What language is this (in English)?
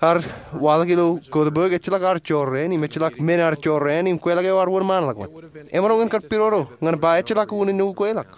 Marshallese